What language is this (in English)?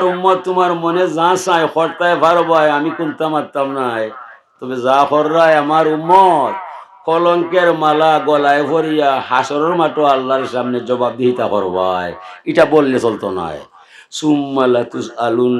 Sylheti